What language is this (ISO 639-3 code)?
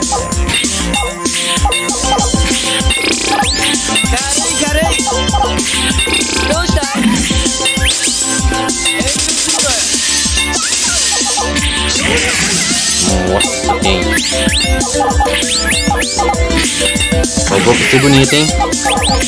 por